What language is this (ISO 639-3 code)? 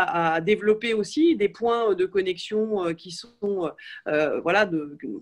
fra